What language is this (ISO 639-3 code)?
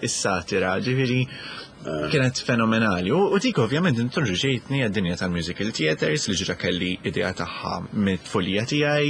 mlt